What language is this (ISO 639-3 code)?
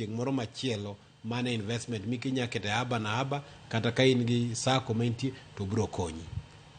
luo